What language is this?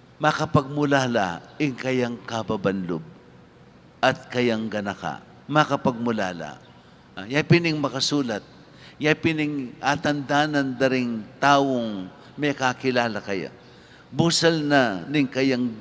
Pampanga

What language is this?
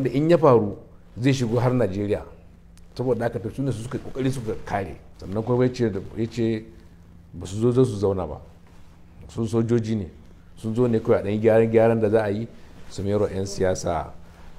Hausa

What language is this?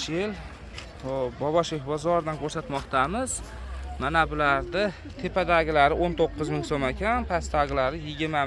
Uzbek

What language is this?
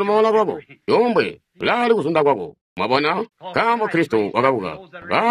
Tonga (Zambia)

